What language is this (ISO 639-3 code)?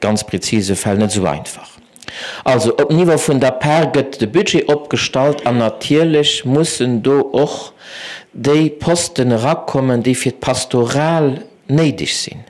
ltz